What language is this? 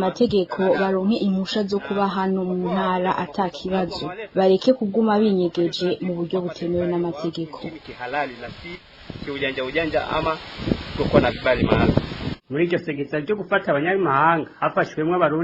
Rundi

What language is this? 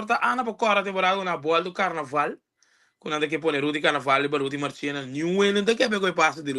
Papiamento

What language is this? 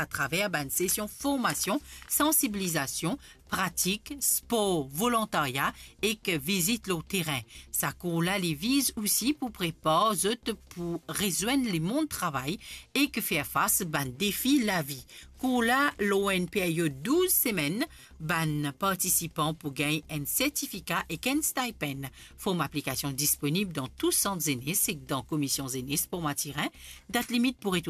Morisyen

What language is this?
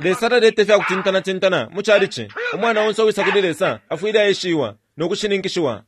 Bemba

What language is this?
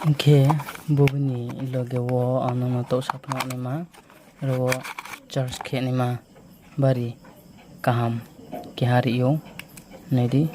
Riang (India)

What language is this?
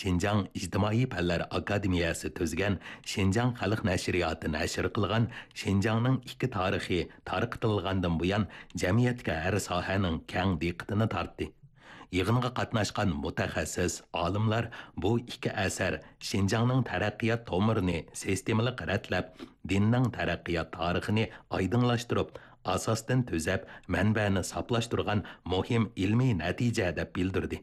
Uyghur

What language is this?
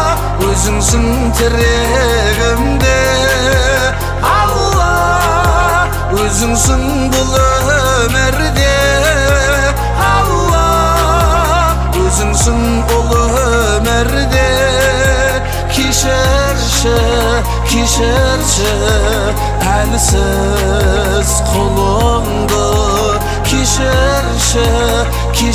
Kazakh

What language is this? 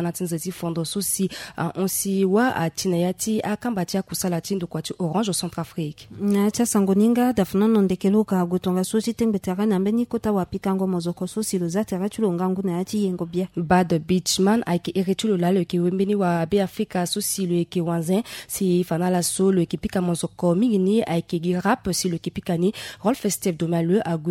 Sango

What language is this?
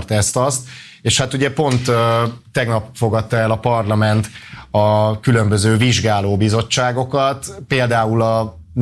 Hungarian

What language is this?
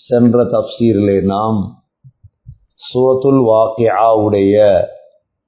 Tamil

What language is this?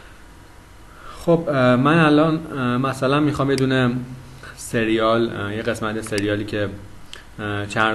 Persian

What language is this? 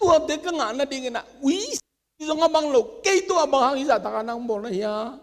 Tedim Chin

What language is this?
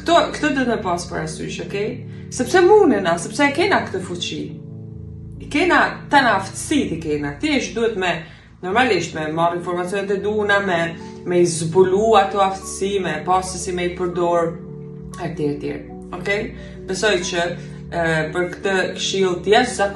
Albanian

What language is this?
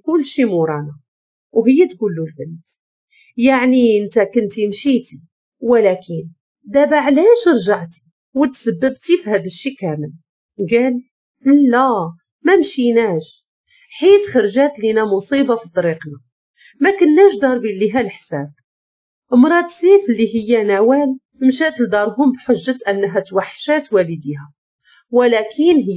Moroccan Arabic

